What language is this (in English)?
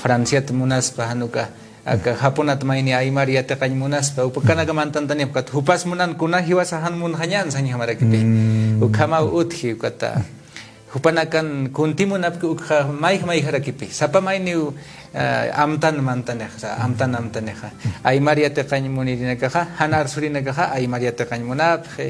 Aymara